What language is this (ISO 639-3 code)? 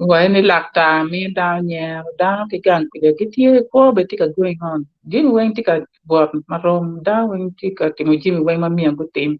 ach